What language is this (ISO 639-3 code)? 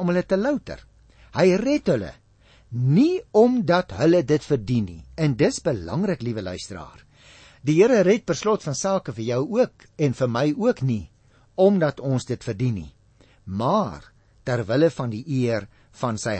afr